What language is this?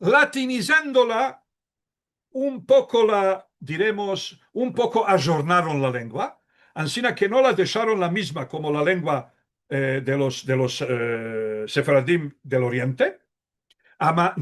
Ladino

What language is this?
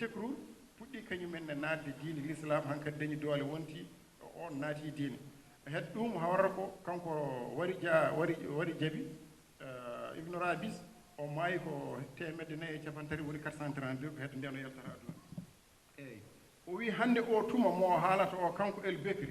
Fula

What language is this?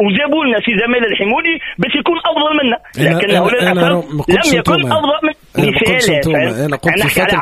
Tunisian Arabic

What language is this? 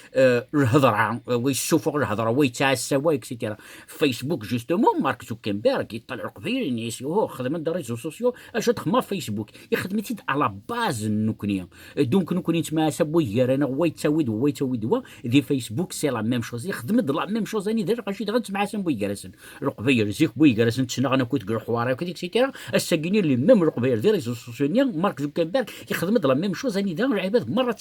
Kabyle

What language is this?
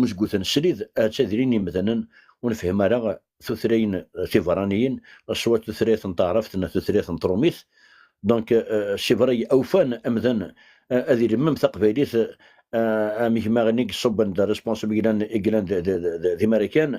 Kabyle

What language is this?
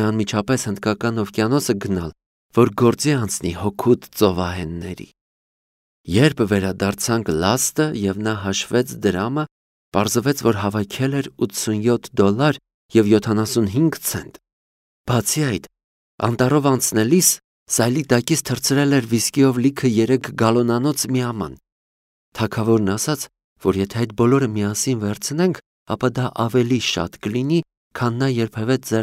Armenian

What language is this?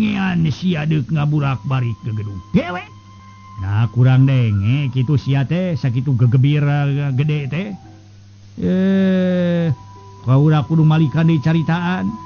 Sundanese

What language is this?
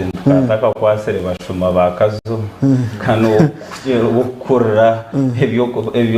Nyankole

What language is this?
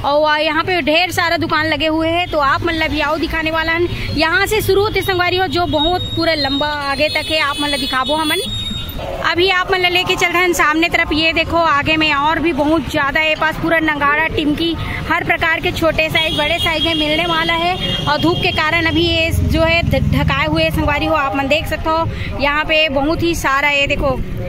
Chhattisgarhi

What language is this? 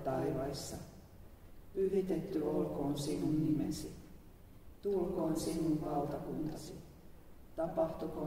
Finnish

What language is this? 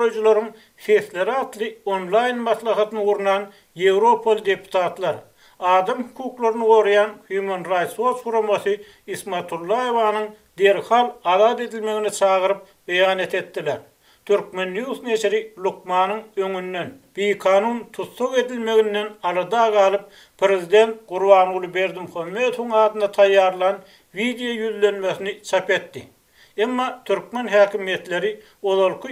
Turkmen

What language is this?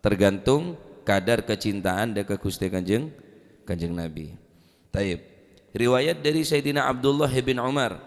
Madurese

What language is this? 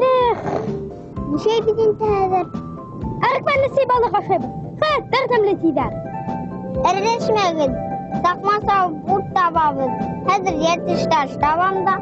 Bashkir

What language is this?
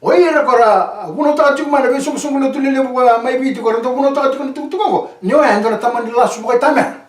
Fijian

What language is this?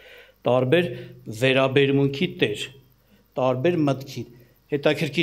Armenian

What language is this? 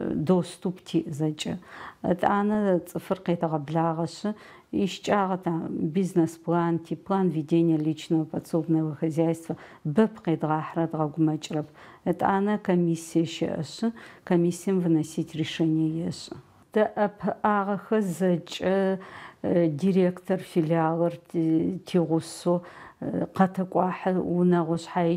Adyghe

